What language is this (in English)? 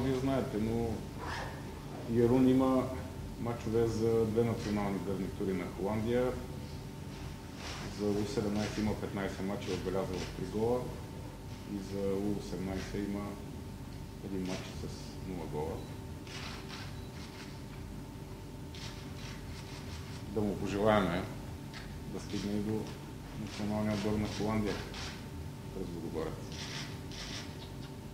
Bulgarian